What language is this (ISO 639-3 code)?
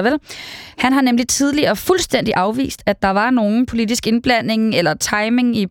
dan